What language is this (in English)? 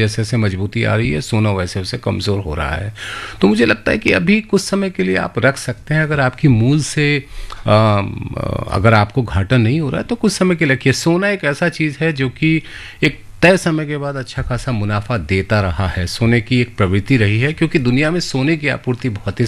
Hindi